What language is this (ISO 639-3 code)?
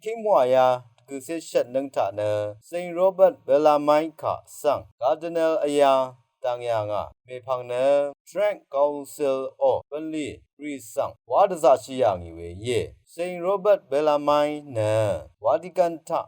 raw